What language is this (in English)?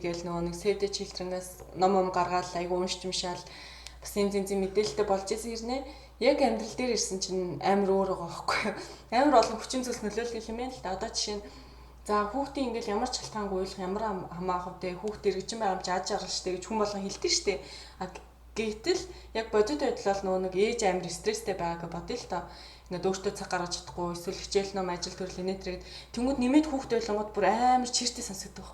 Mongolian